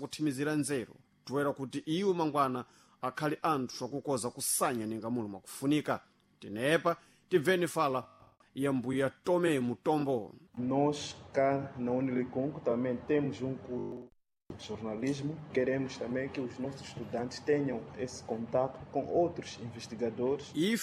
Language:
Sena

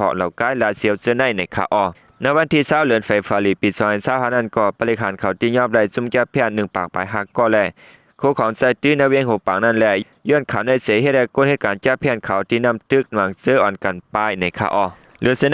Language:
Shan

